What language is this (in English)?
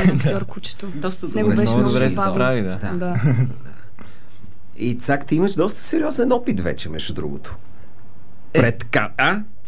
Bulgarian